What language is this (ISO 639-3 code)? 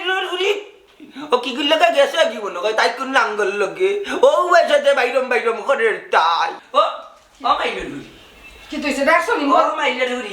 syl